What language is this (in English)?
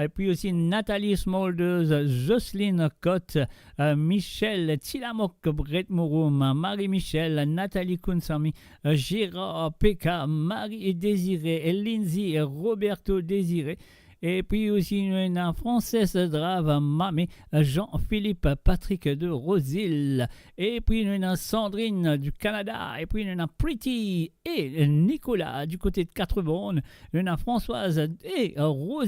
Morisyen